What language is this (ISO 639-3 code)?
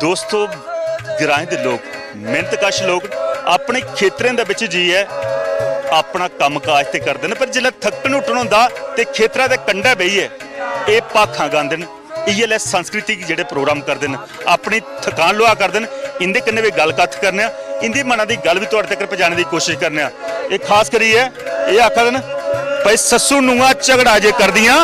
doi